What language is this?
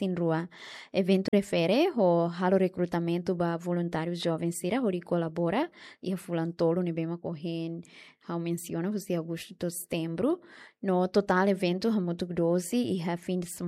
Tetum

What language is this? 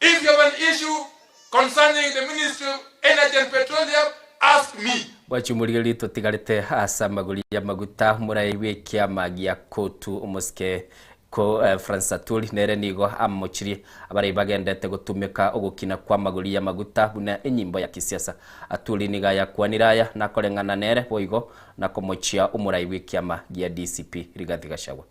Gusii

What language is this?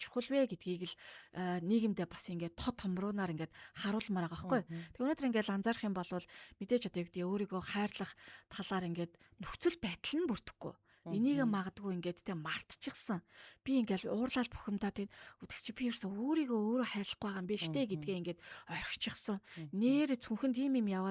Mongolian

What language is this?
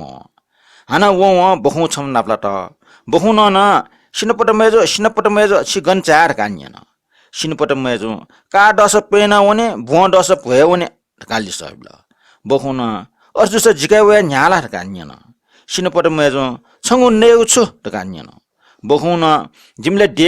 Newari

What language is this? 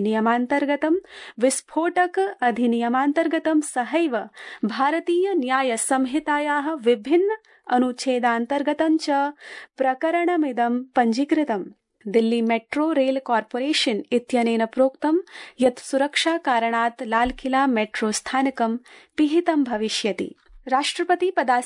Sanskrit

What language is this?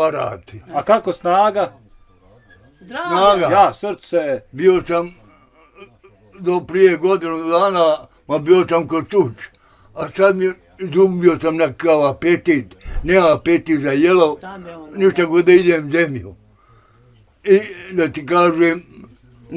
Bosnian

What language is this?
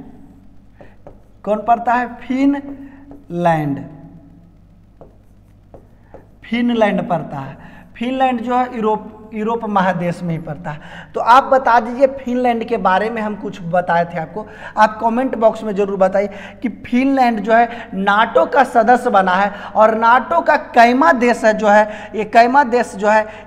Hindi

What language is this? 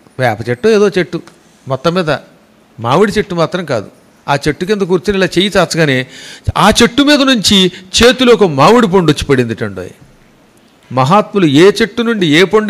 Telugu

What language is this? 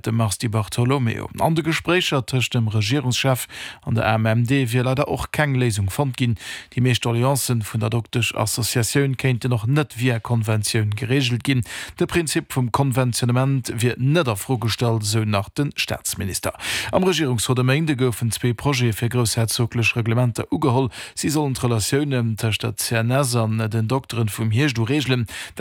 Luxembourgish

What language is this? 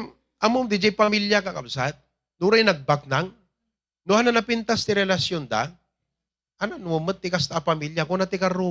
Iloko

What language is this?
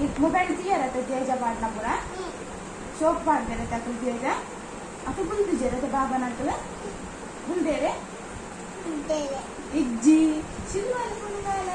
Tulu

